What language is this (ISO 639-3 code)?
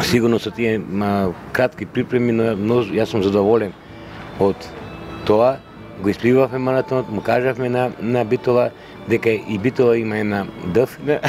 mkd